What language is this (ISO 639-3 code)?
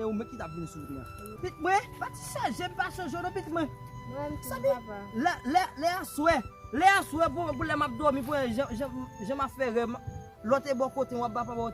hat